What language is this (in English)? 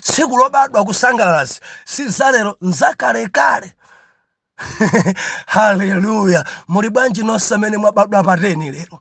Nyanja